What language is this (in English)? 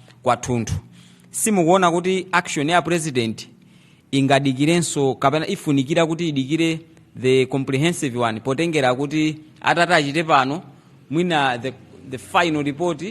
Nyanja